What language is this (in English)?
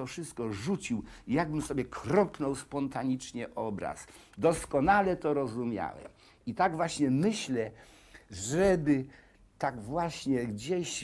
Polish